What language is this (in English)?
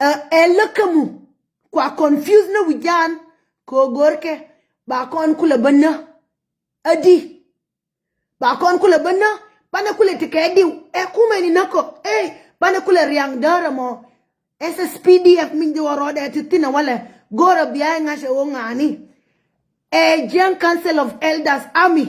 Nuer